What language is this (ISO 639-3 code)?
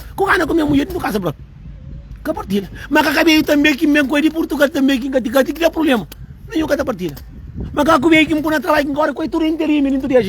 kea